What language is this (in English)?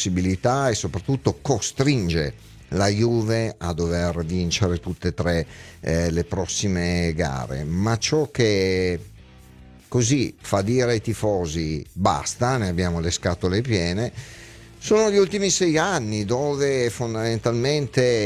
Italian